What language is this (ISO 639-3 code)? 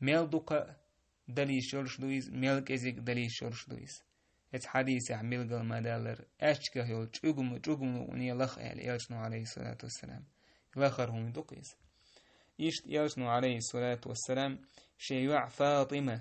che